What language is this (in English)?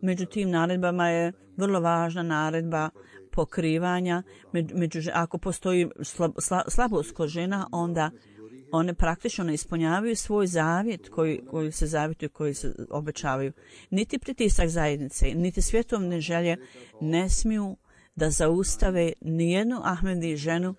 Bosnian